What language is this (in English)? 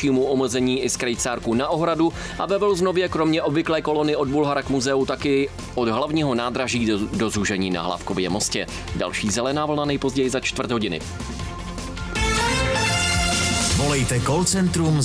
Czech